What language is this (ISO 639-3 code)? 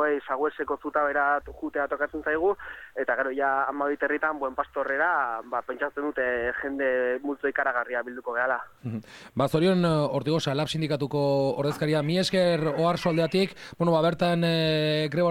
eus